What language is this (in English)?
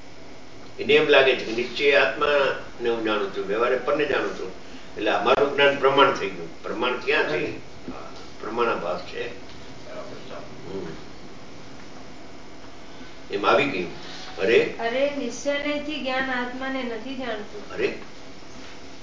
Gujarati